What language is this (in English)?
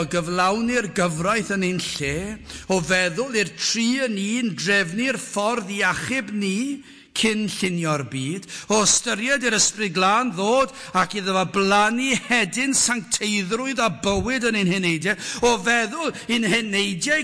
Welsh